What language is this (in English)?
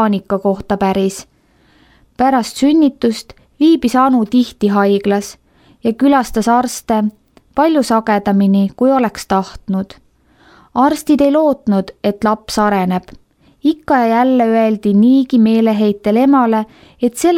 Estonian